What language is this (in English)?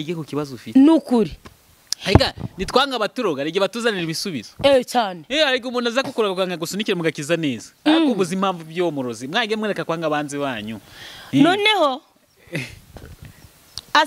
Kinyarwanda